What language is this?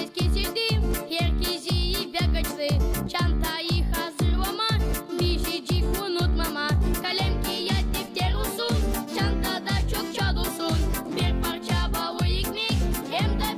Gagauz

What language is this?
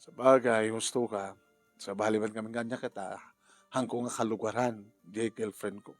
Iloko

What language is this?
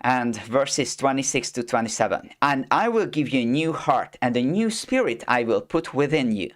English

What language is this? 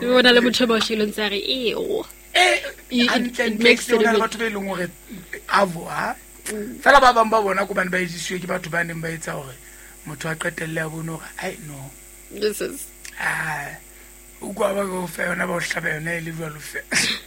Southern Sotho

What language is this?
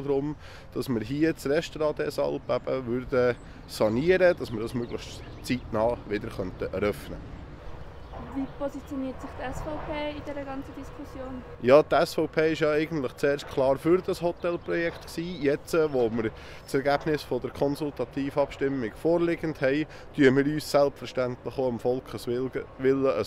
Swiss German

